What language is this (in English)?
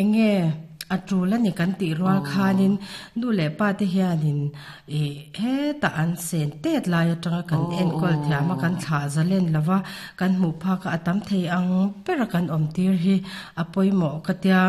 Mizo